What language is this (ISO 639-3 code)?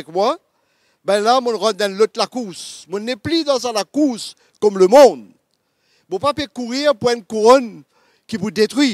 mfe